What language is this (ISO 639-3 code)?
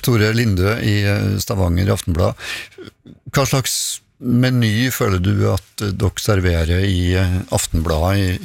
nor